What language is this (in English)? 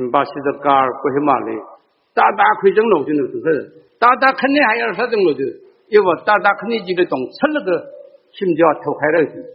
Tangkhul Naga (India)